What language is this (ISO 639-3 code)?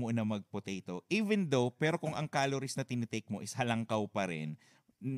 bik